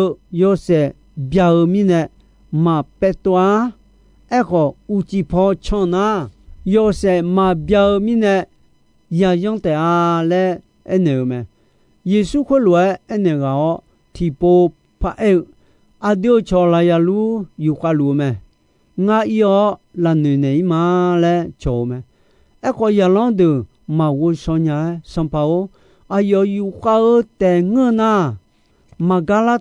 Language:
Akha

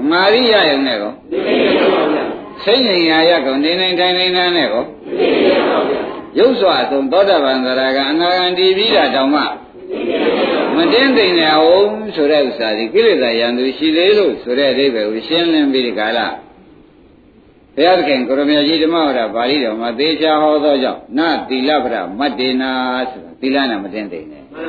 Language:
Burmese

